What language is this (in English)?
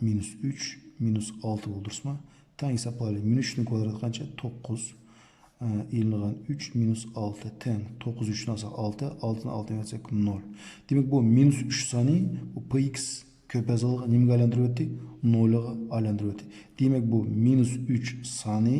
Uyghur